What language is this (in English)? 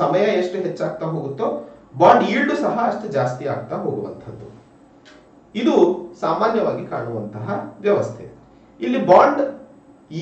Kannada